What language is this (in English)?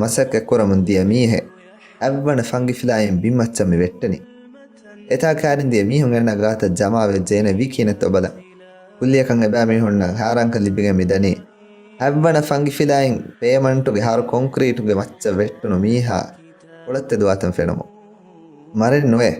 Divehi